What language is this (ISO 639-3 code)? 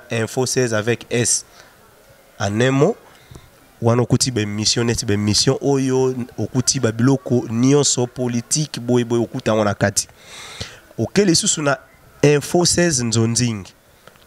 lin